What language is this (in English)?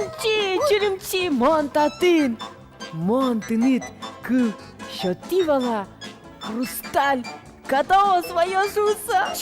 Udmurt